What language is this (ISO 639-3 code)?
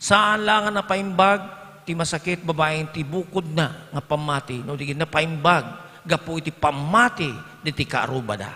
ilo